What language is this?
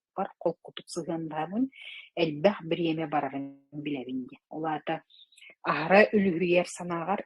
Yakut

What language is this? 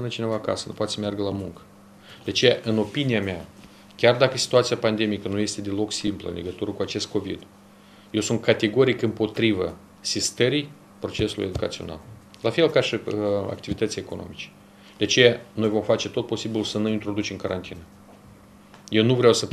Romanian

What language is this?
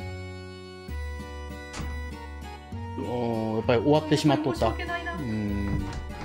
Japanese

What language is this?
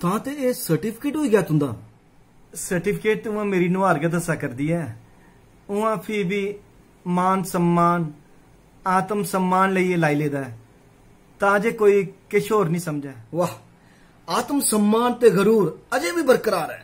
Dogri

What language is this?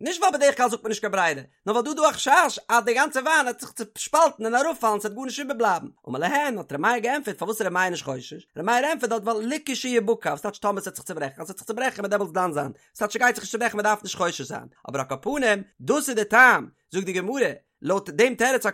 Yiddish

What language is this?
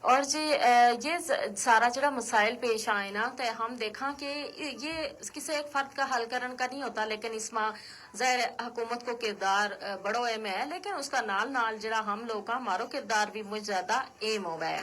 Gujari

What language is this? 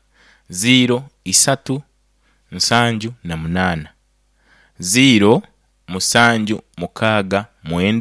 Nyoro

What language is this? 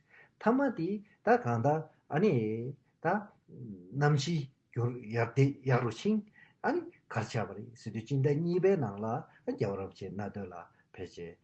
Tibetan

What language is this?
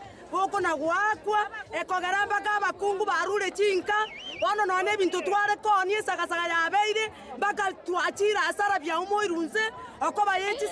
Gusii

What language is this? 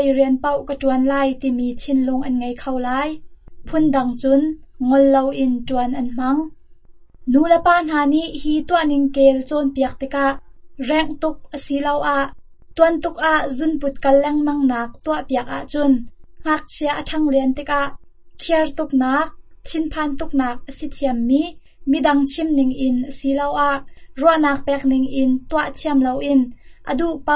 Hakha Chin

